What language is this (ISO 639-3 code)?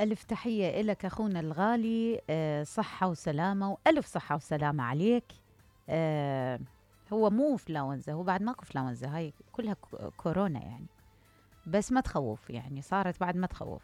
acm